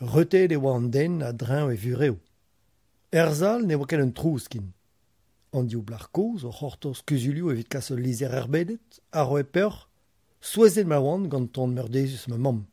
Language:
Breton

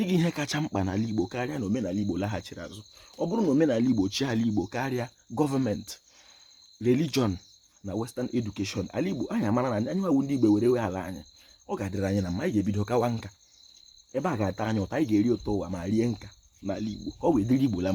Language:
Igbo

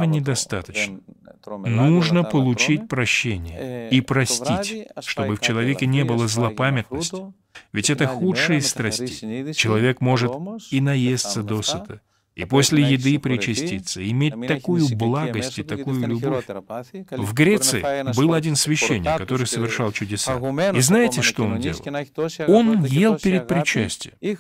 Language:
Russian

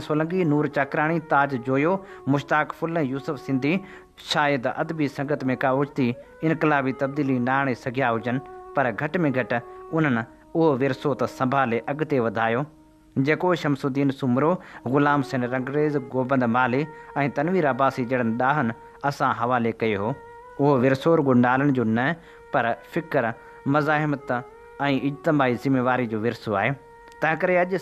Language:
Sindhi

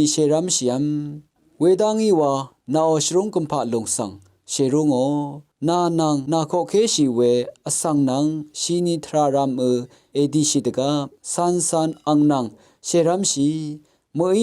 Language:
Rawang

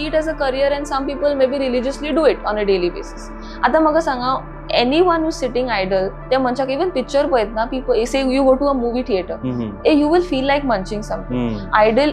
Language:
Konkani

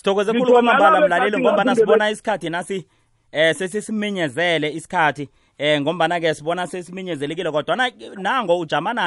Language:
South Ndebele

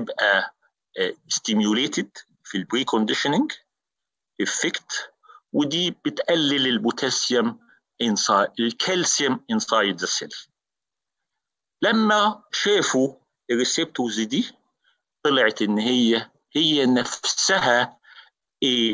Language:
Egyptian Arabic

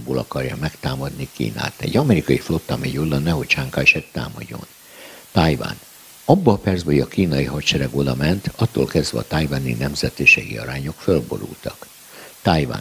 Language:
Hungarian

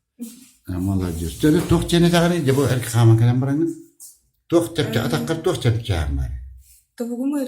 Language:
Yakut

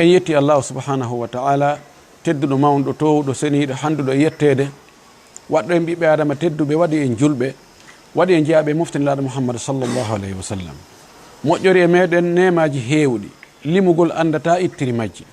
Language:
Fula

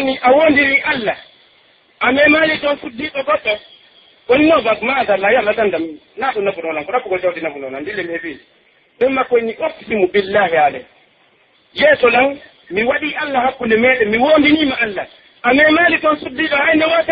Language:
Pular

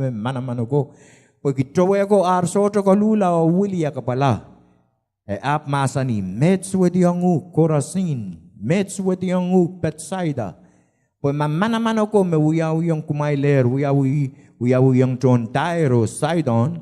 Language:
Pohnpeian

